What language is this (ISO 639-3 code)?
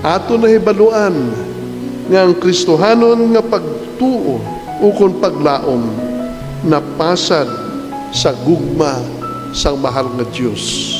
hil